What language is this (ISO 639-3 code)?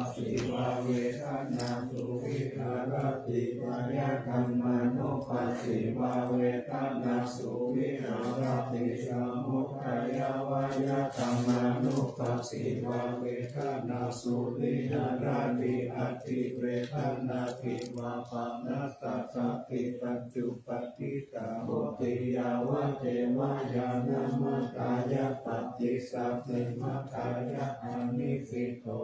pli